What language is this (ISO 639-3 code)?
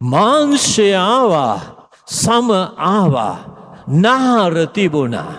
sin